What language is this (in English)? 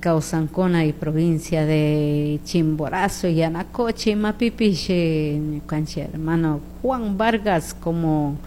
Chimborazo Highland Quichua